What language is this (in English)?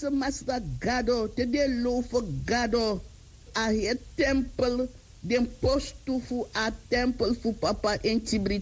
Sranan Tongo